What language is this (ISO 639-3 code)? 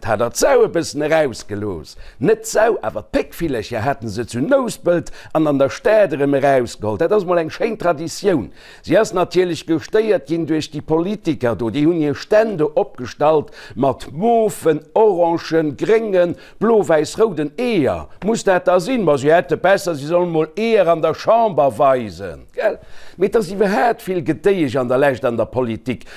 ltz